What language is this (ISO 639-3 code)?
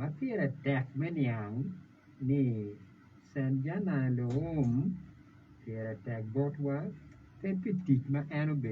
ach